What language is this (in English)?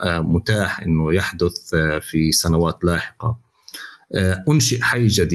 North Levantine Arabic